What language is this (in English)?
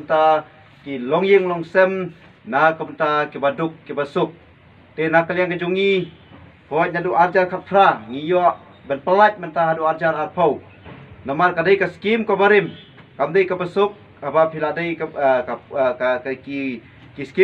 Khasi